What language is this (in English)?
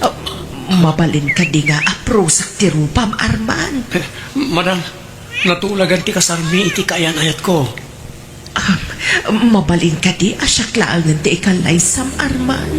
Iloko